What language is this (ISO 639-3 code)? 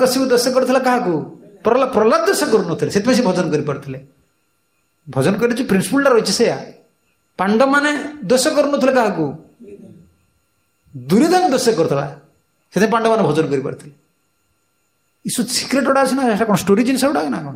ori